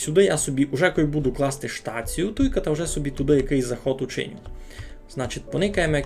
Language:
Rusyn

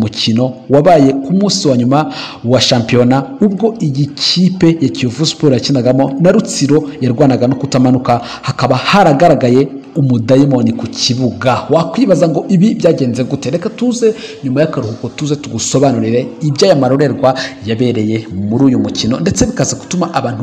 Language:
Kinyarwanda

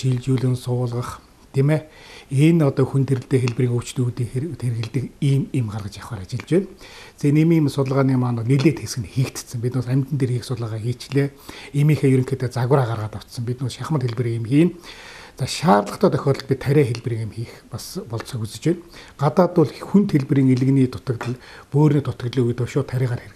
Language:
Mongolian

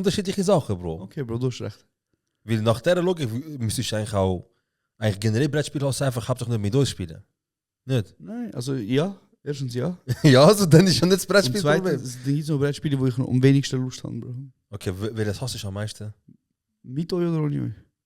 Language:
Swiss German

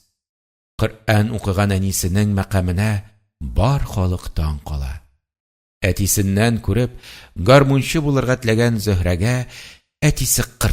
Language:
Tatar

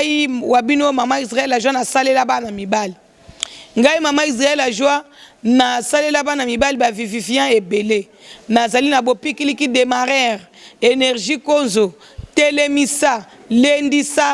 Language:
Lingala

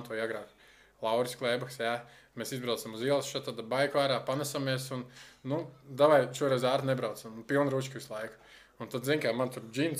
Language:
Latvian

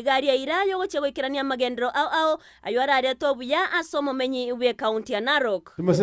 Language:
Gusii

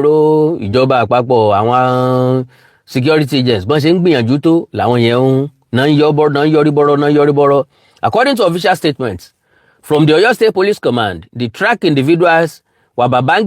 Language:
Yoruba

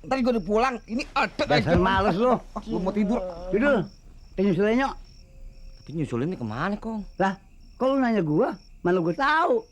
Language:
Betawi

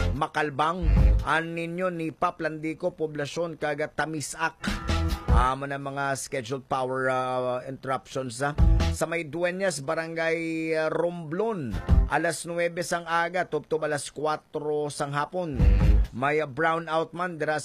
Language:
Hiligaynon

